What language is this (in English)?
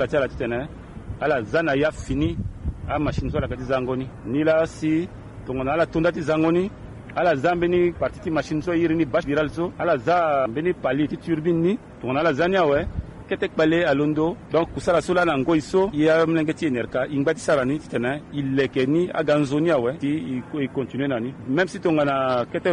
Sango